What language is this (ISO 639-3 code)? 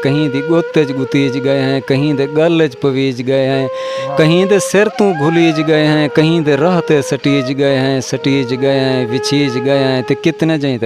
skr